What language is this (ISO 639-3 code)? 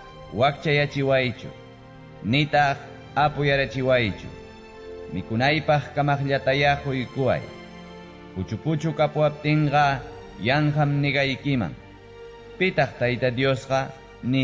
quy